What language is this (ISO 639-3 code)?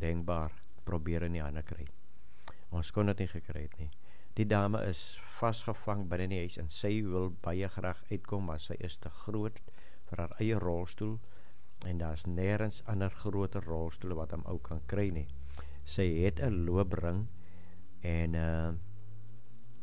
afr